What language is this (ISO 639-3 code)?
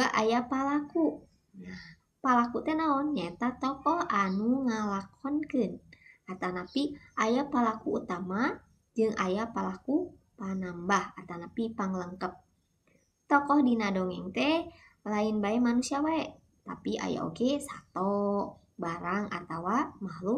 sun